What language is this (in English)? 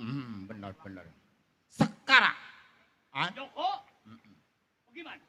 Betawi